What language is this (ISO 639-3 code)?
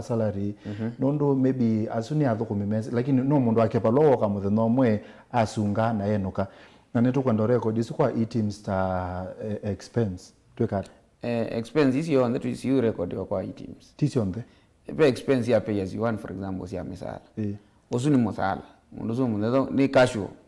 kam